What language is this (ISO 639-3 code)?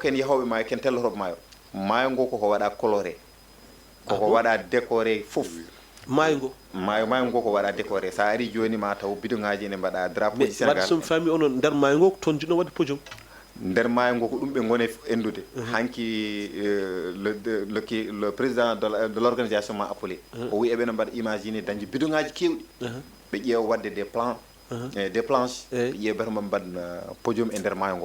ful